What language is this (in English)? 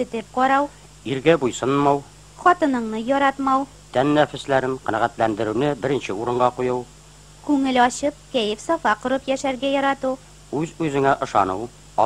Tatar